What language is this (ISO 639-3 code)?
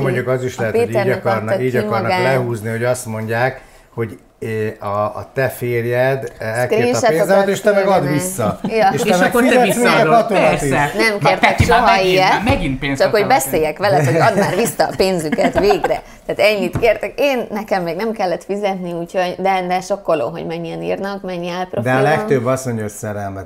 hun